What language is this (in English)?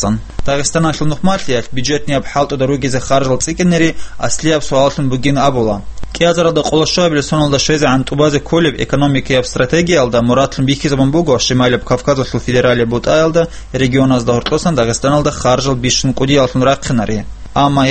Avaric